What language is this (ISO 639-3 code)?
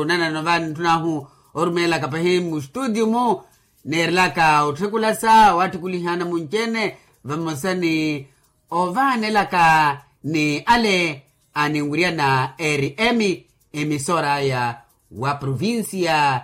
vmw